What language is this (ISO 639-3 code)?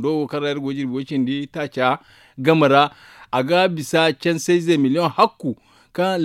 dje